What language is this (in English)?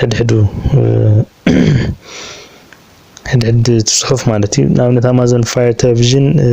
Tigrinya